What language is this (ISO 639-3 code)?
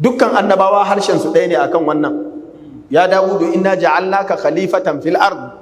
hau